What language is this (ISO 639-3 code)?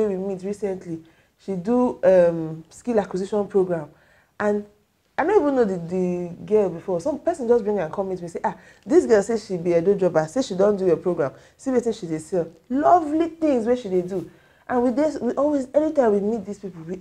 pcm